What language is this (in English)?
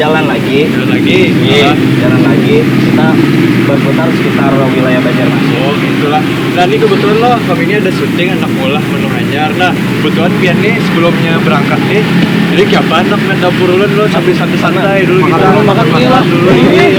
Banjar